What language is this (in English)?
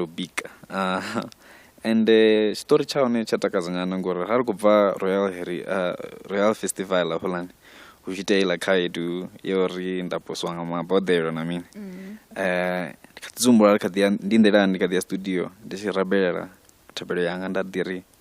Venda